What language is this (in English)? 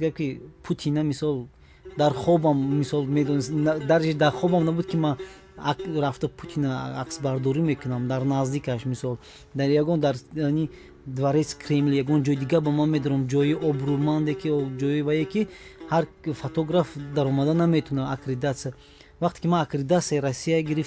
Tajik